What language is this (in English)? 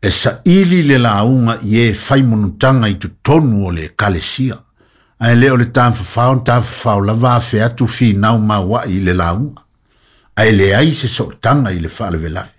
Samoan